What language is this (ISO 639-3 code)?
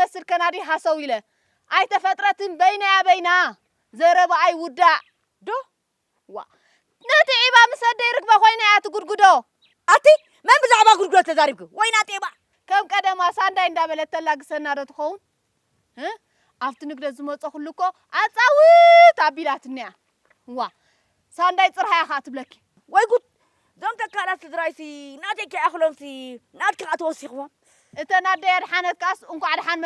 tir